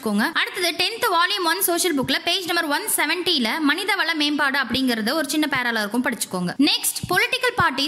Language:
Tamil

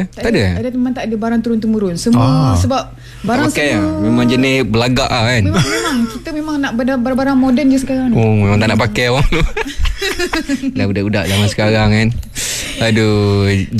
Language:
Malay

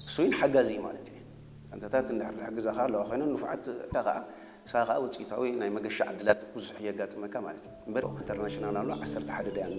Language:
Tigrinya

